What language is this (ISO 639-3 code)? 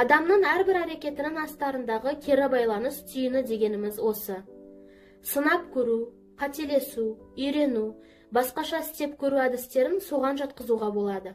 kaz